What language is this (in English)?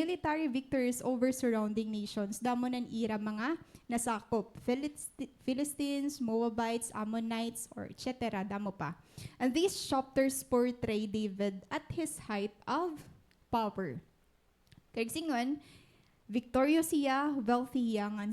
Waray